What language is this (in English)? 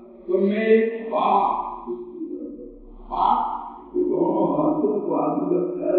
Urdu